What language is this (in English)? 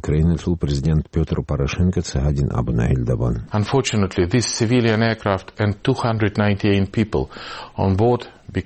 Avaric